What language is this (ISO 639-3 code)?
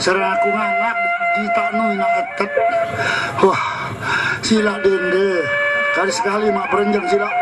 sas